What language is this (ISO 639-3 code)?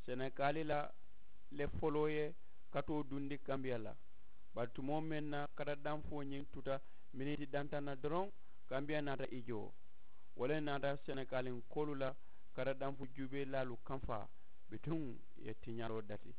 man